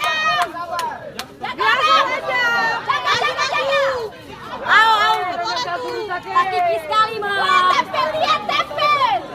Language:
Ambonese Malay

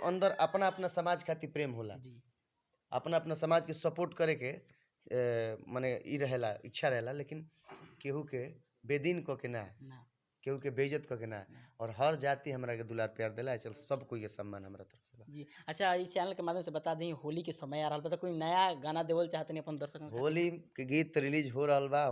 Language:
Bhojpuri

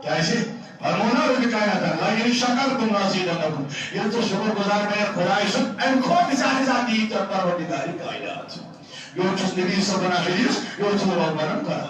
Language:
Kashmiri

